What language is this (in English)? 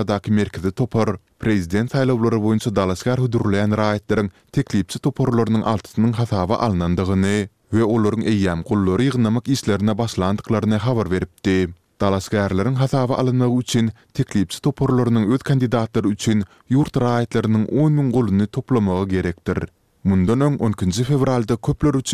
Turkmen